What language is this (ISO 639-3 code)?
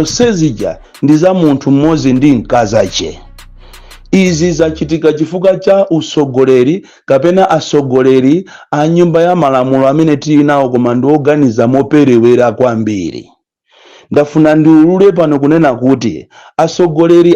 nya